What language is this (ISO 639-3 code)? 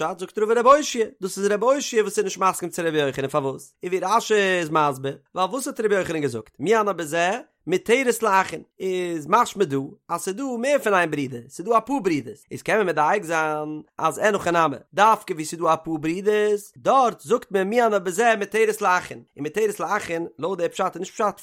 yid